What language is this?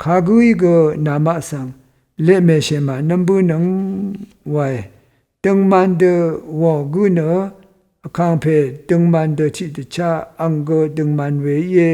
Rawang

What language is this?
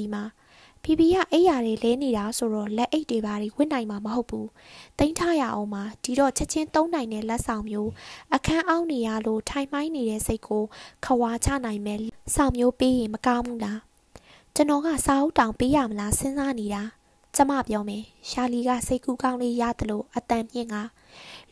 Burmese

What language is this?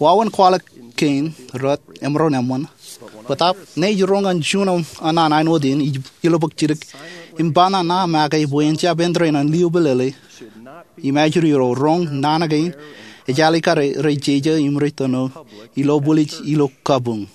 Marshallese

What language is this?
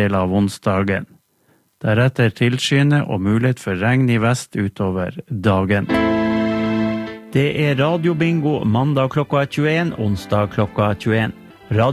Norwegian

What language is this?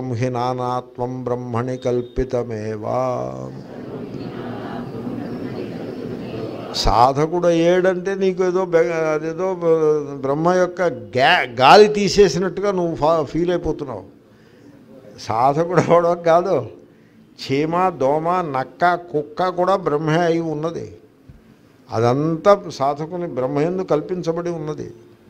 Telugu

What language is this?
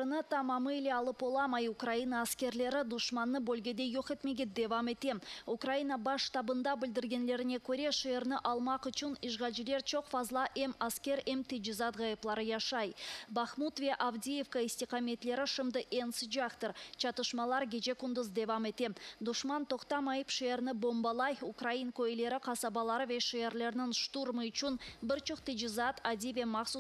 Crimean Tatar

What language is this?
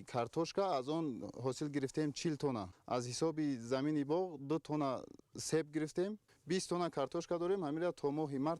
Tajik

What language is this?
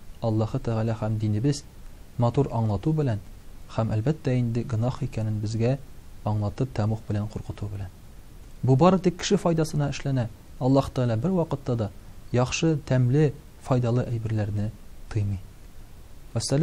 Tatar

